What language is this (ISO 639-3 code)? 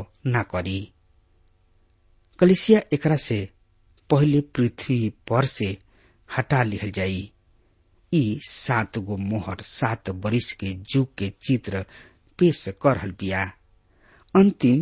bho